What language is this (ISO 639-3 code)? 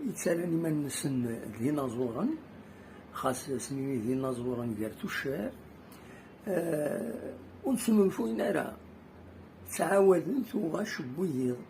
kab